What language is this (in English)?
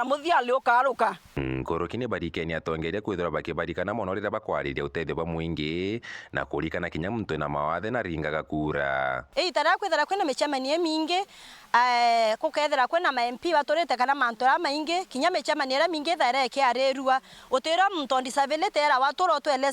Meru